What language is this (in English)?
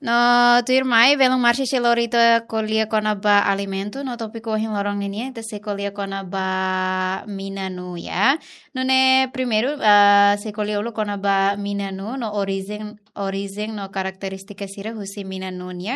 Tetum